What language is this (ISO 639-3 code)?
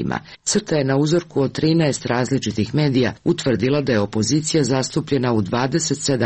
srp